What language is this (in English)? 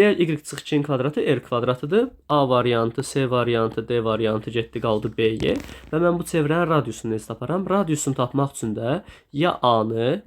Azerbaijani